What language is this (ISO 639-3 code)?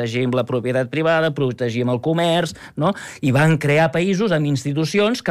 cat